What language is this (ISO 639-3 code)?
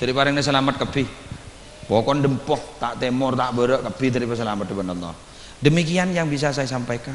mad